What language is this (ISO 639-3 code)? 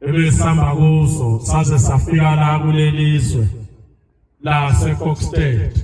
zul